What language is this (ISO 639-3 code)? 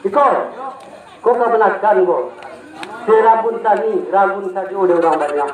min